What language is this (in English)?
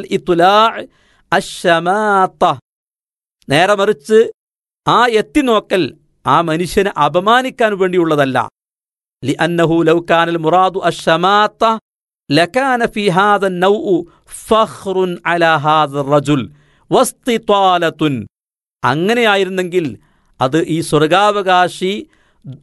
Malayalam